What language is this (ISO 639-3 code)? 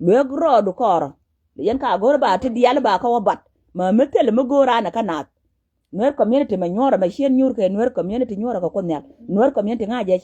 nus